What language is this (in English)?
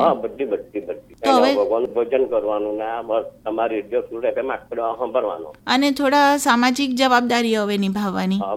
Gujarati